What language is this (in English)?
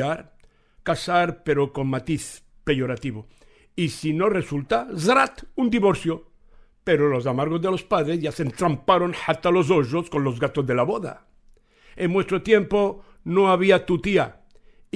Ladino